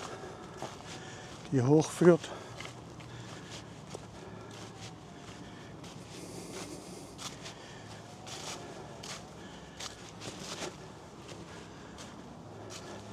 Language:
German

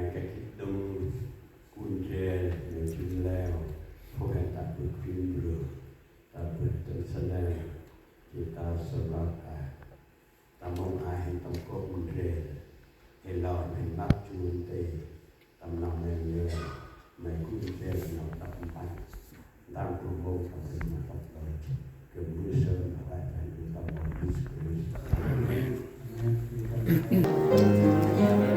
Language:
Central Mnong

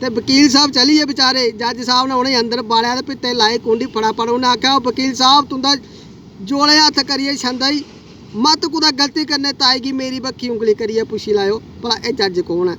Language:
Dogri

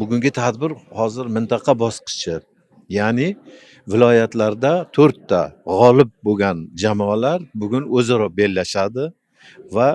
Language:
Uzbek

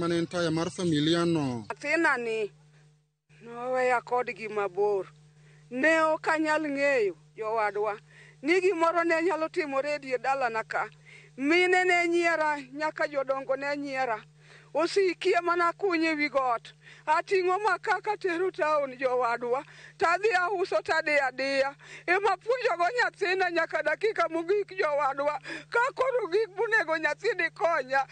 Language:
Luo (Kenya and Tanzania)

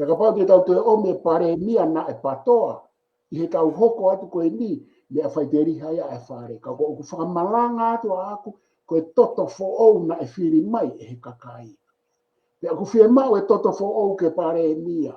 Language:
Tongan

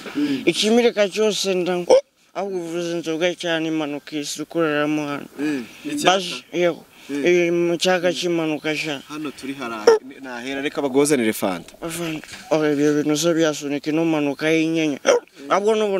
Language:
Kinyarwanda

